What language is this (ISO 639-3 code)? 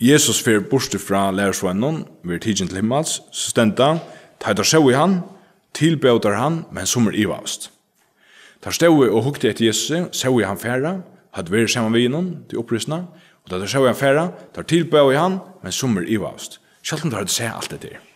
fao